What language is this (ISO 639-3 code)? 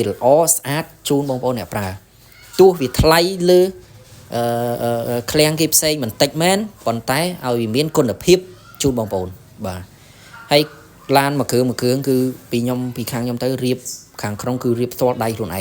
khm